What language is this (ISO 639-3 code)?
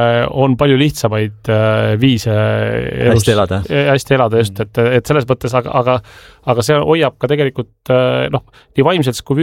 est